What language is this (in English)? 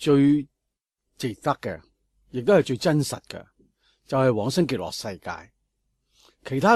Cantonese